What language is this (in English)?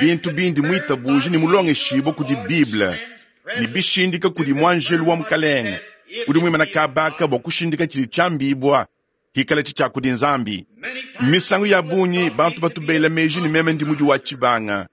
Luba-Lulua